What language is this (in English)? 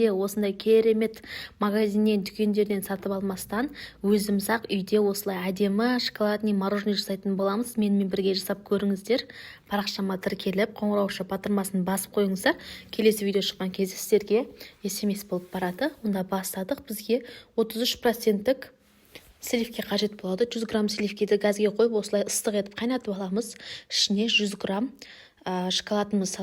Kazakh